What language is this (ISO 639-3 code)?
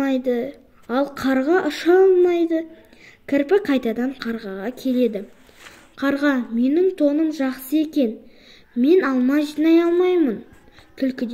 kaz